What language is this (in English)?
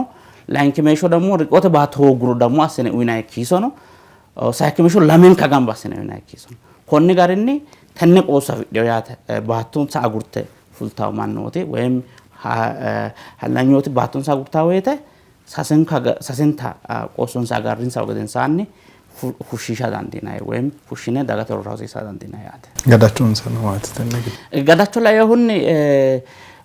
Sidamo